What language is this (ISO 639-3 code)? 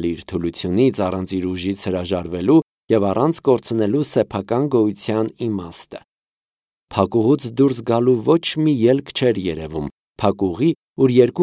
hye